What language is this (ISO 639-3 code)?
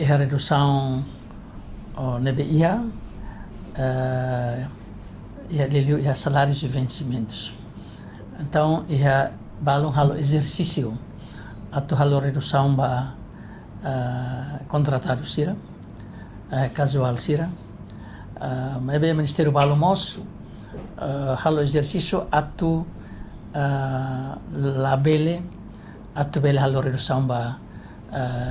tet